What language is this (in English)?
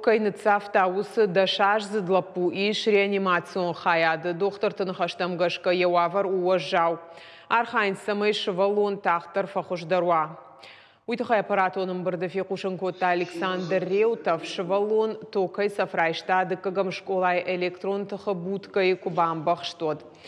Ossetic